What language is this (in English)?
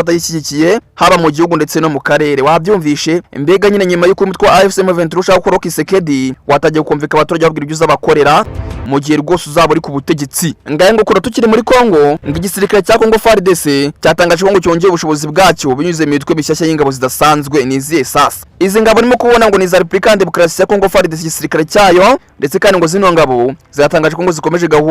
Kinyarwanda